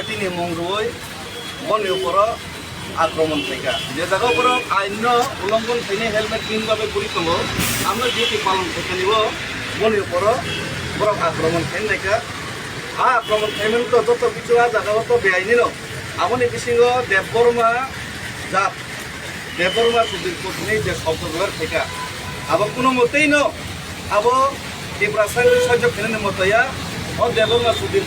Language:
Kok Borok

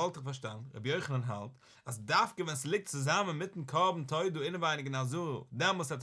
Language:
Yiddish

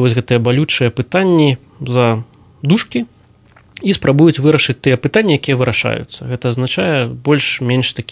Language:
Belarusian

